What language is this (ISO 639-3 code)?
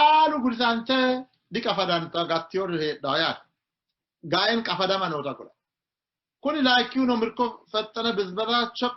sid